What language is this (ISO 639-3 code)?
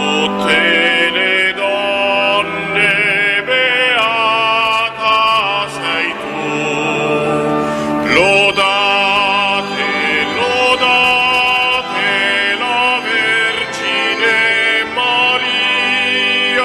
ita